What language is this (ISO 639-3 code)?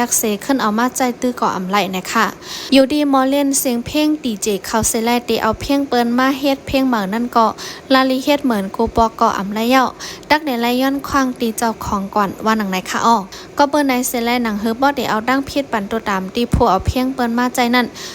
shn